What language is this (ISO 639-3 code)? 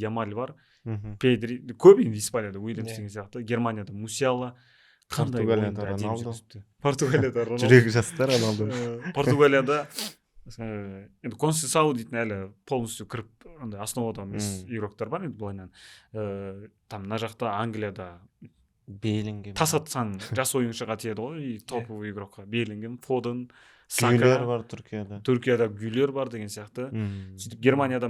kaz